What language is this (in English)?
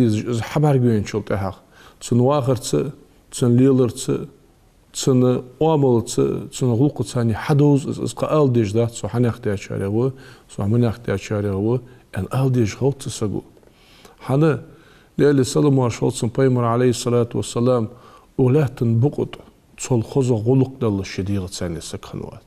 Ingush